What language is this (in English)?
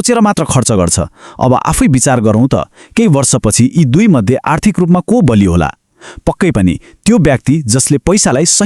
Nepali